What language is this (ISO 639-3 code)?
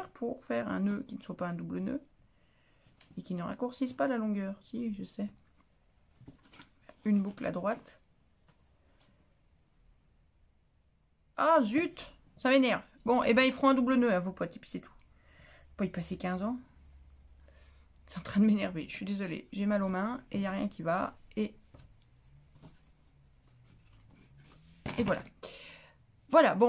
fra